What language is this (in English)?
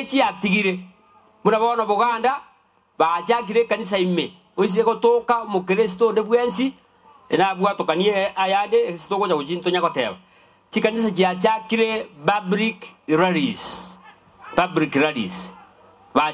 Gusii